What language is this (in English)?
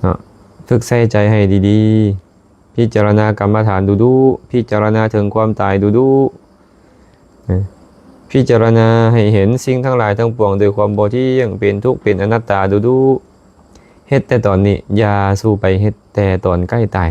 Lao